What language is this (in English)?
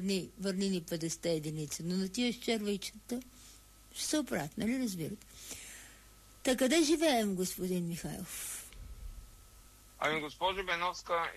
Bulgarian